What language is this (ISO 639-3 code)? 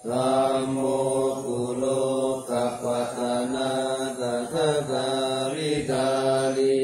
pli